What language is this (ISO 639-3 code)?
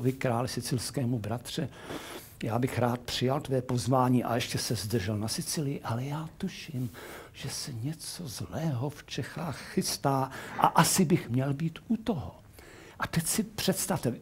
ces